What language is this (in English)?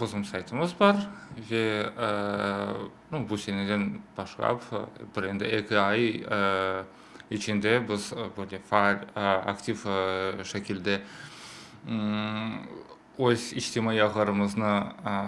Crimean Tatar